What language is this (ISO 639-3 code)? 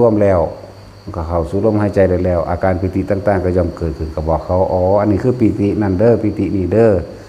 lao